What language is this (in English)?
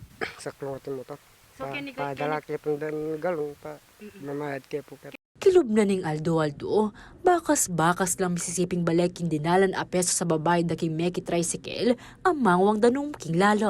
Pampanga